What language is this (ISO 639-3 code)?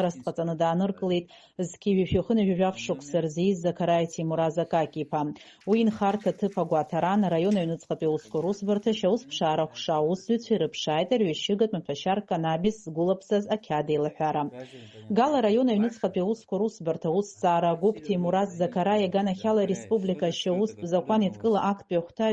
abk